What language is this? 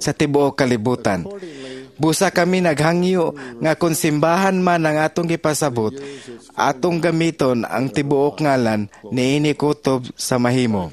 Cebuano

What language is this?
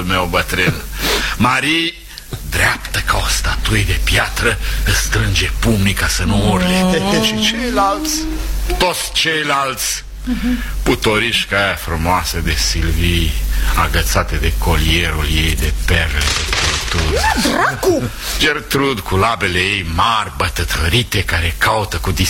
Romanian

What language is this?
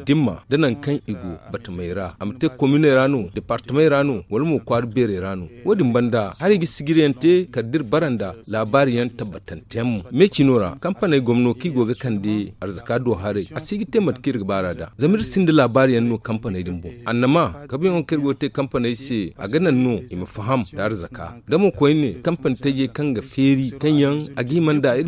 Zarma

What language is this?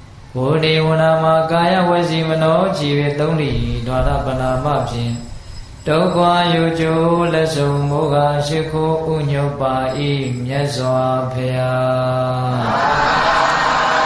Burmese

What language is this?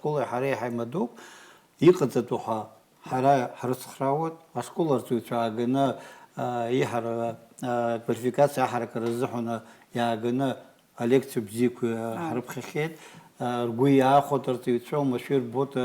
Abkhazian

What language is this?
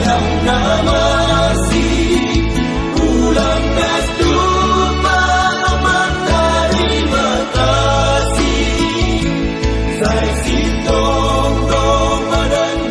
Batak Simalungun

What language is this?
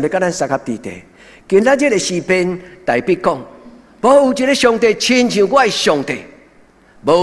Min Nan Chinese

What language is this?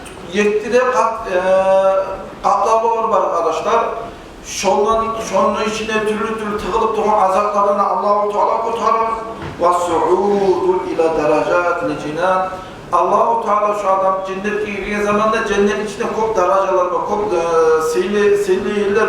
Kumyk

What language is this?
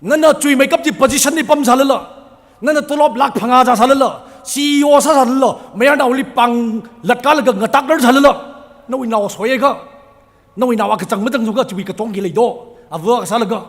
Tangkhul Naga (India)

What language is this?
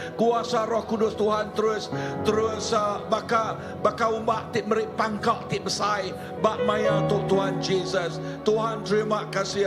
Iban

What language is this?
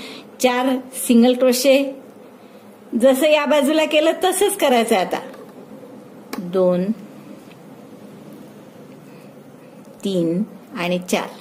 Marathi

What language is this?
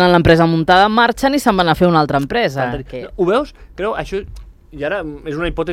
Catalan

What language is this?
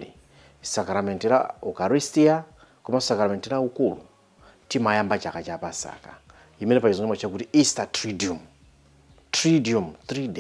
Nyanja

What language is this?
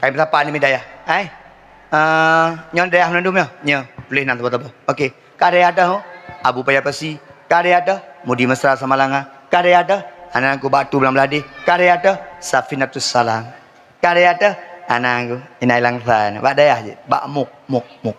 Achinese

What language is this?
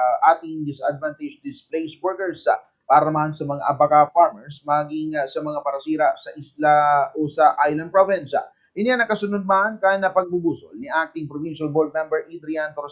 Bikol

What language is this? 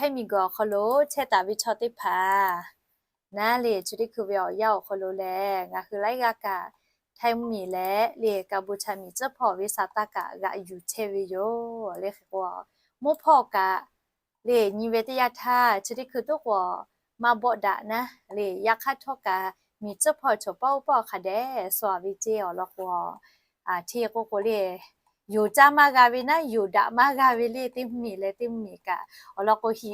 Lahu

